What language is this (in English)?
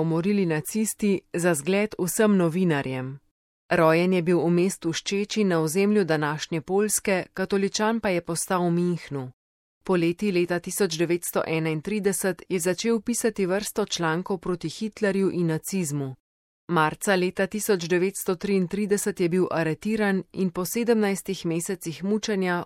Slovenian